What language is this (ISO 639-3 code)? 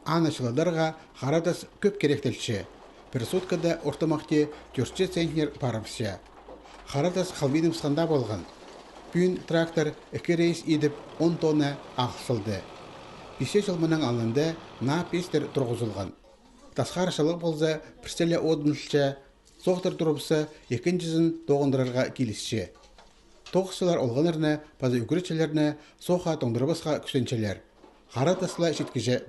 kjh